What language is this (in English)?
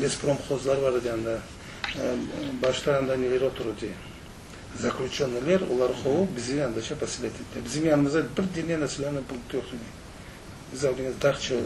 Crimean Tatar